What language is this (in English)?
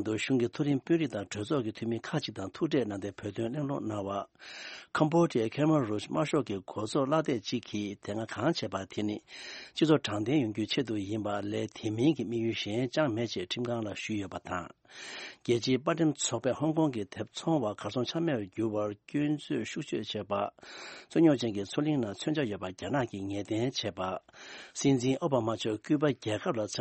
Tibetan